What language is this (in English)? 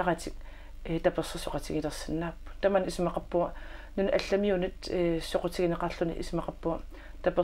Kalaallisut